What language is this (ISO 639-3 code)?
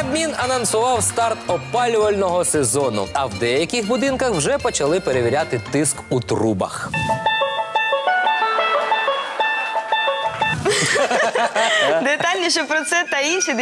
ukr